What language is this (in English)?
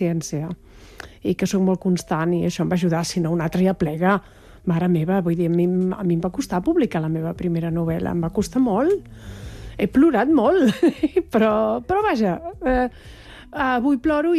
Catalan